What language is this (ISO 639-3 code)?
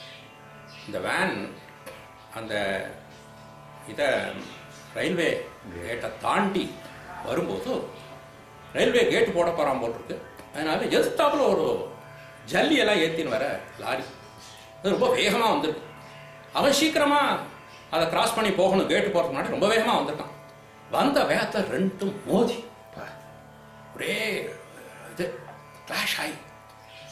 tam